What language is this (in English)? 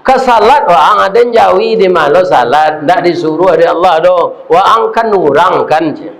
Minangkabau